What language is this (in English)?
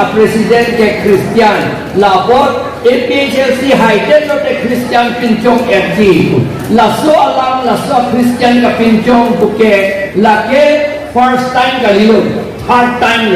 Karbi